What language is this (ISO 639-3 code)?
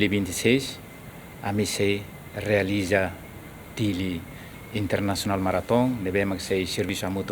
tet